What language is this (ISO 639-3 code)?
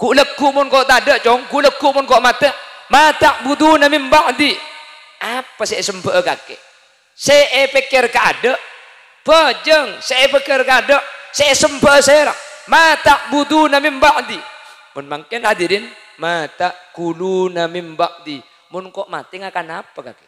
mad